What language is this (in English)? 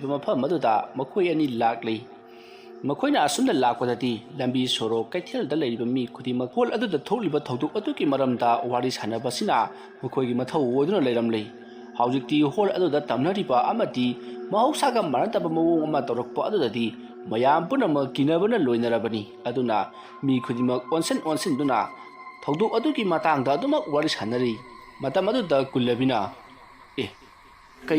Manipuri